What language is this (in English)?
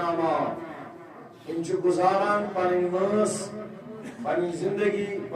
Kashmiri